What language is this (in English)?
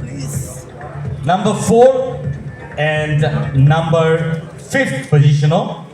Kok Borok